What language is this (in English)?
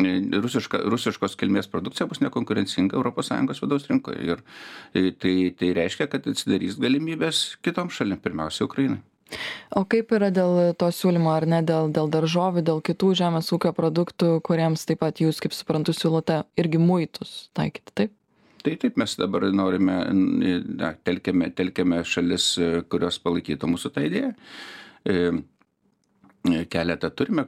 Lithuanian